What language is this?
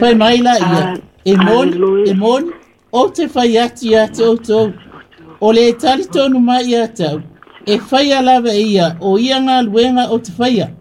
Samoan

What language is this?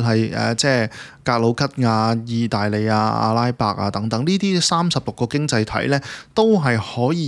Cantonese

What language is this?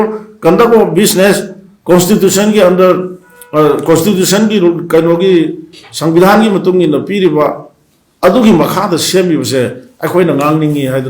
Manipuri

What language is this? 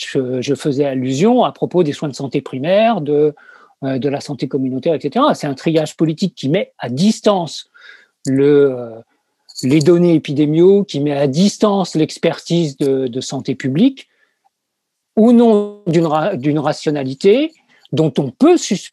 French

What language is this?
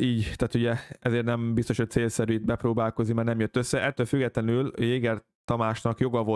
Hungarian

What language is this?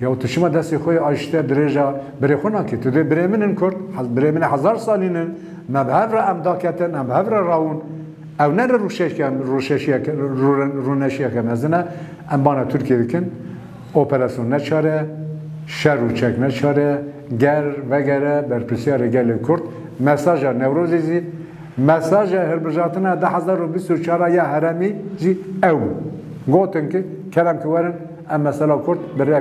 Kurdish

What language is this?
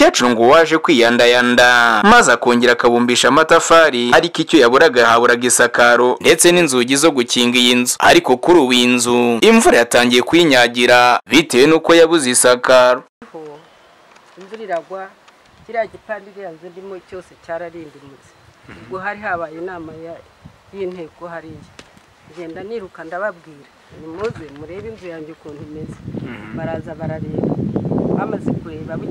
Kinyarwanda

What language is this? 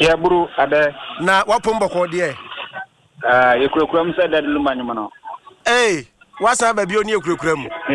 Akan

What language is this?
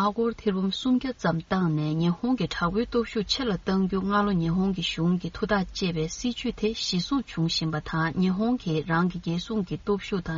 Tibetan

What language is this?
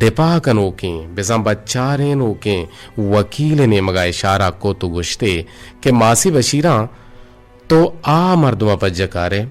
Eastern Balochi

